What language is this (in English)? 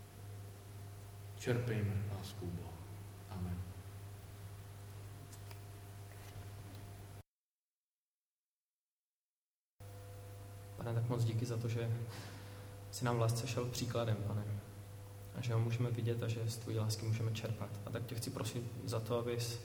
Czech